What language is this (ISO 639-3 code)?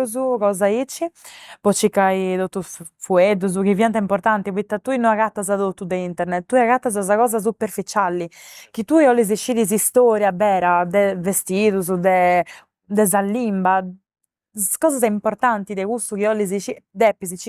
srd